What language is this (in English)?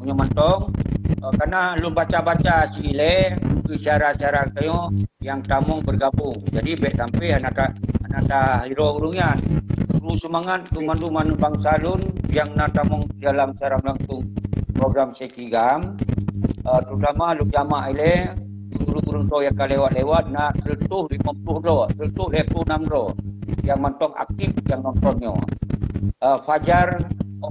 Achinese